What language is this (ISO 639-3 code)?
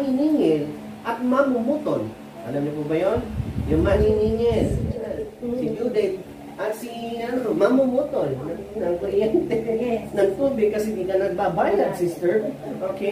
fil